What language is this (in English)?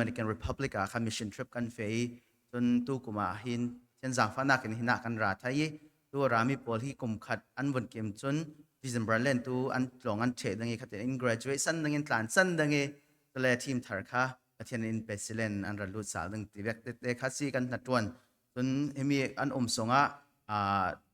Falam Chin